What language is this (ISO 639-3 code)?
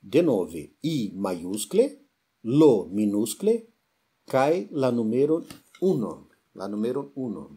epo